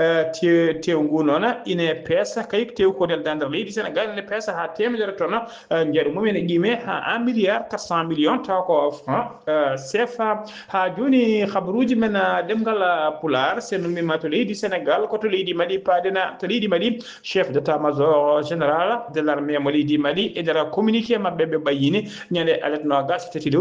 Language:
Fula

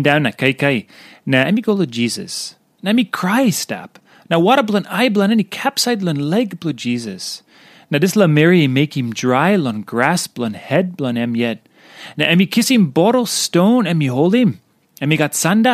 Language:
Tok Pisin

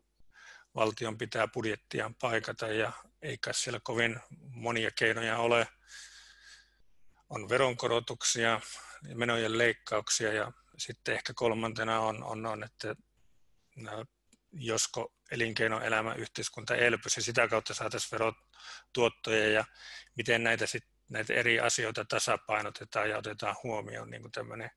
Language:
Finnish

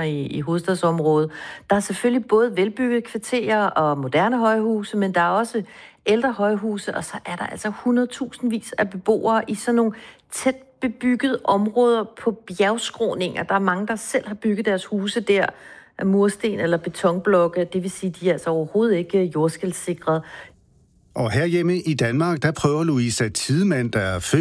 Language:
Danish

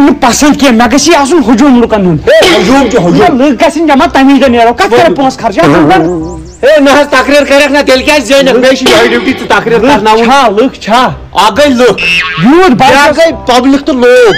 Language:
Kashmiri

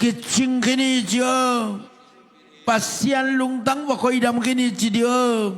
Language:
Tedim Chin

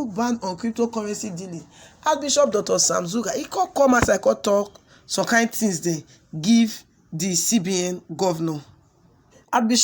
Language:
Nigerian Pidgin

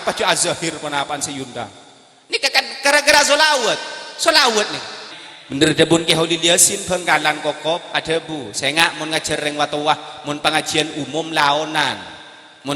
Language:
Madurese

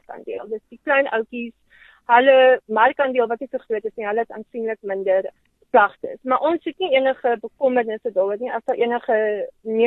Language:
Afrikaans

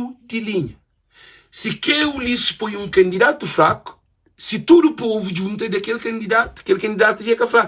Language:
Kabuverdianu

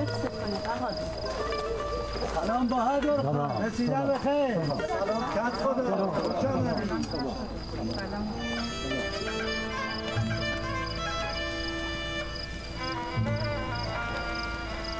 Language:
Persian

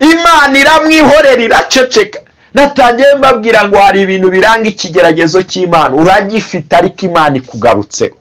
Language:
Kinyarwanda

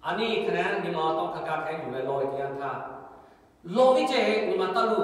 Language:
Lahu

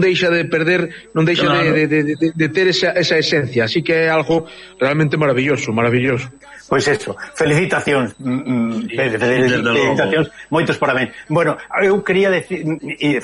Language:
Galician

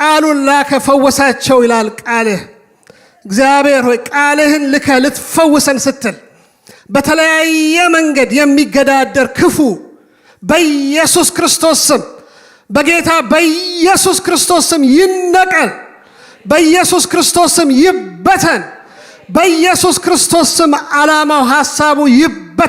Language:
Amharic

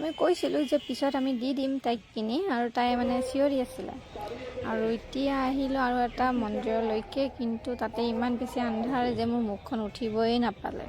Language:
Assamese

